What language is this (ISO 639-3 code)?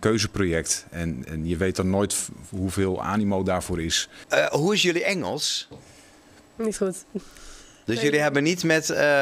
nld